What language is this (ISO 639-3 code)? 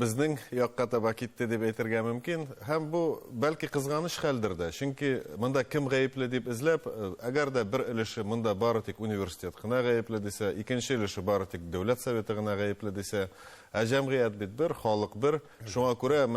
tat